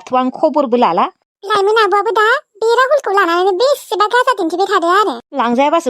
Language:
Bodo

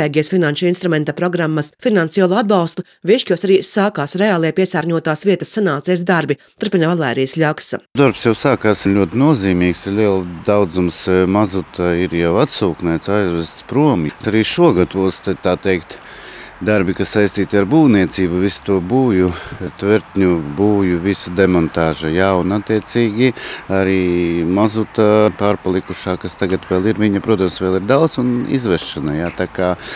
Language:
Latvian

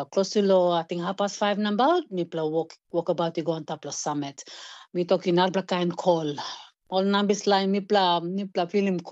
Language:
Tok Pisin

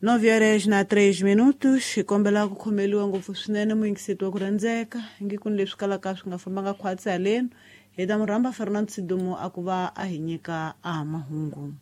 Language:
Tsonga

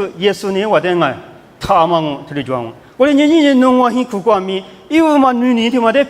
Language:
Lisu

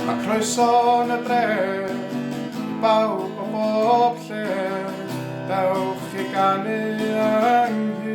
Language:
Welsh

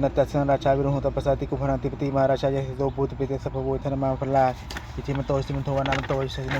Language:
Pali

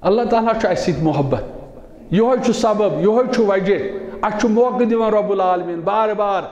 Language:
Kashmiri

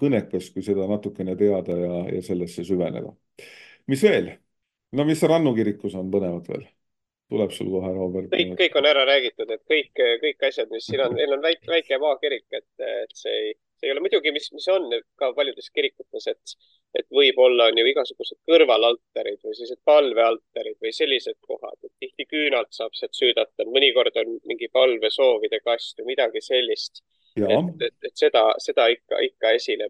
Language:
Estonian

